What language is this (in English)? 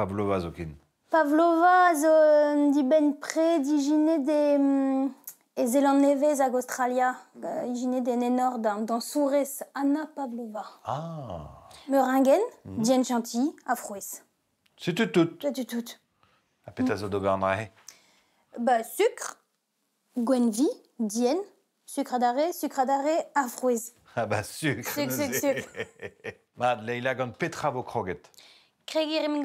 Breton